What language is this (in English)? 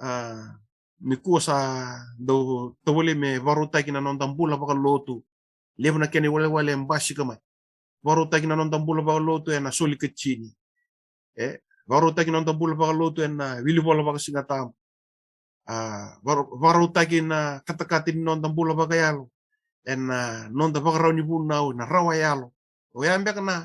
Fijian